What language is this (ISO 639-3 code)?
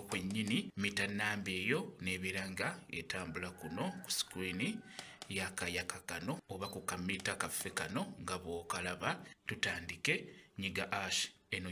lug